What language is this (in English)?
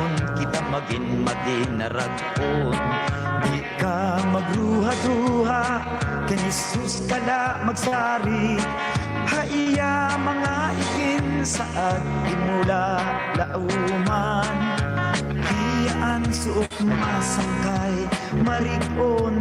Waray